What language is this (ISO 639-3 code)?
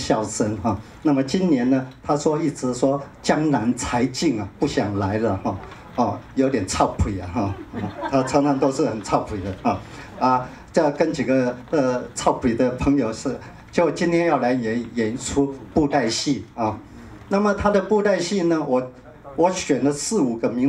zho